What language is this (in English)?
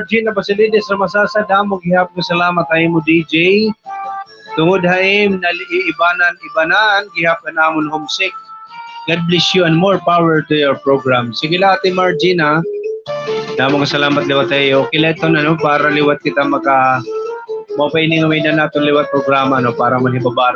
Waray